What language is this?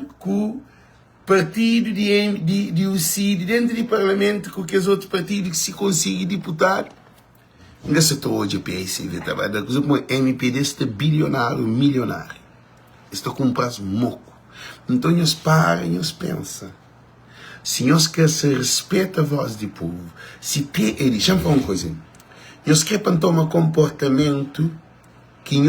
Kabuverdianu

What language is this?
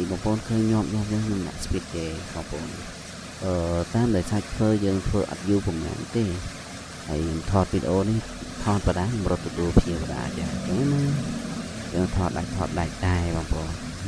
Khmer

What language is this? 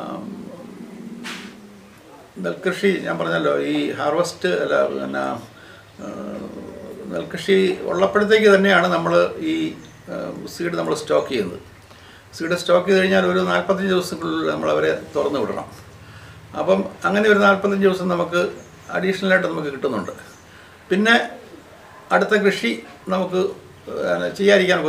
Malayalam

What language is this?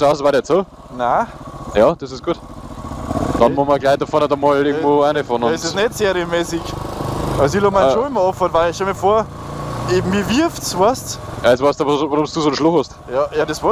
Bavarian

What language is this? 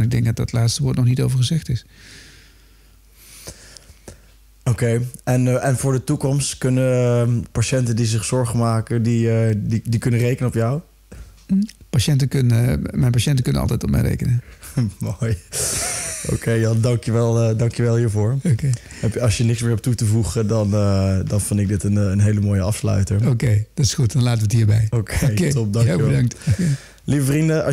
Dutch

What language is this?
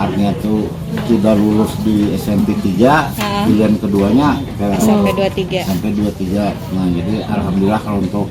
Banjar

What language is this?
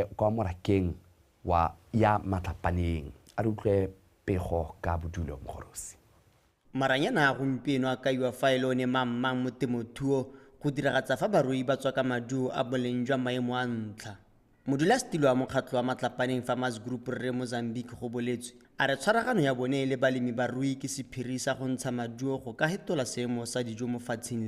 Tswana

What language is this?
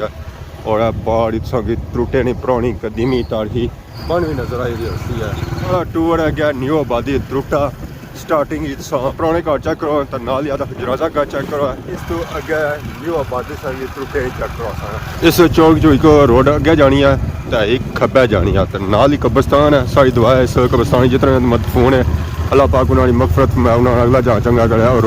Pahari-Potwari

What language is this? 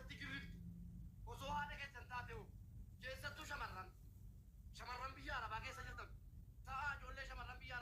Oromo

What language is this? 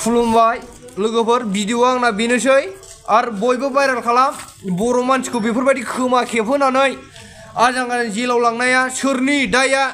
Bodo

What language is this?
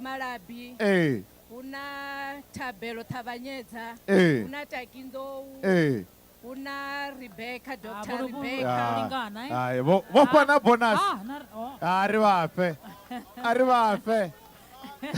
Venda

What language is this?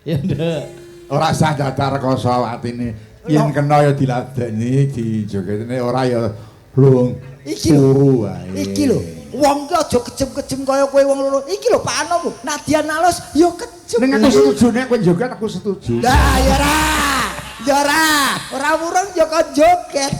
Javanese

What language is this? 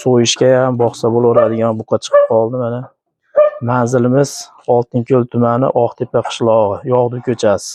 Uzbek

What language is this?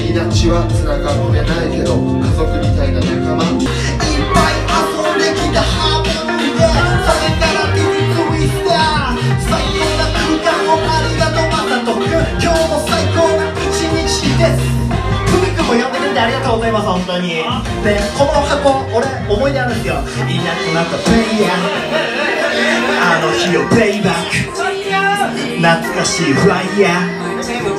Japanese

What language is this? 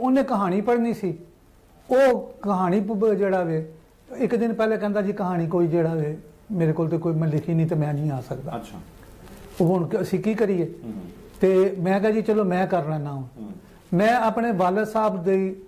Punjabi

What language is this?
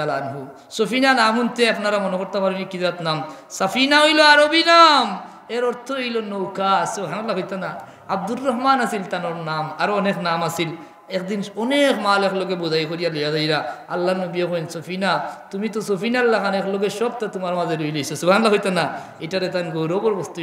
Sylheti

